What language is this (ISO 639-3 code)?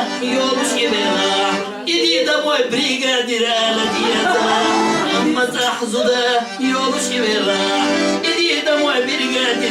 che